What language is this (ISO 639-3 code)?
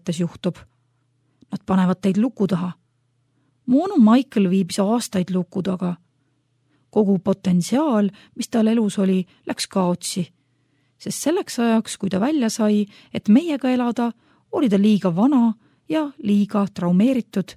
est